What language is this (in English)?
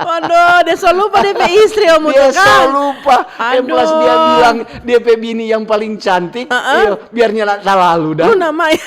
Manado Malay